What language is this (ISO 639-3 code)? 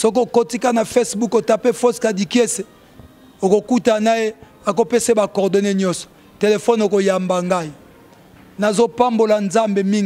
lin